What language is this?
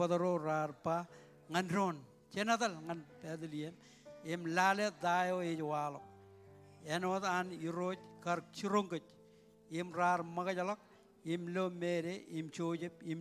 Marshallese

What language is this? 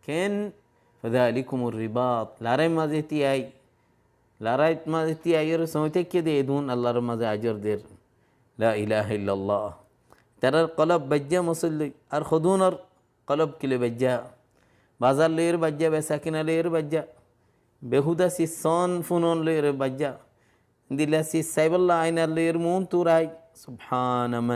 Rohingya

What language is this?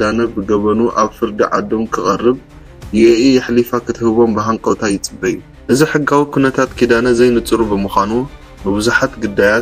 Tigrinya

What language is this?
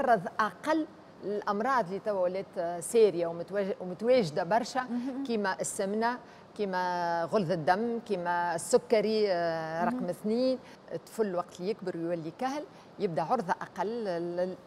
Tunisian Arabic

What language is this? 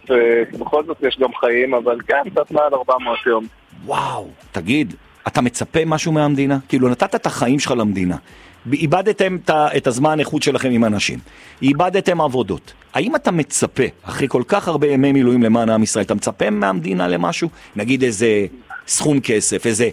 Hebrew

